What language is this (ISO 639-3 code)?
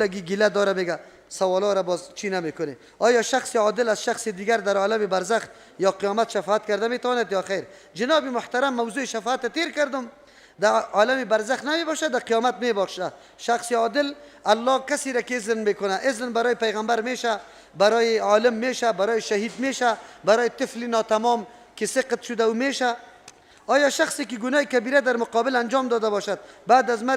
fas